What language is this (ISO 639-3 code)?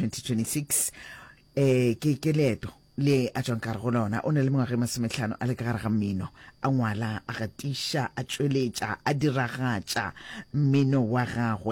nso